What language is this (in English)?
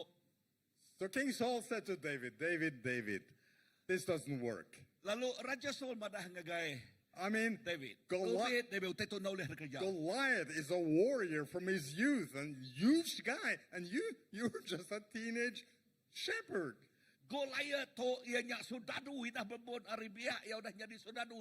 Iban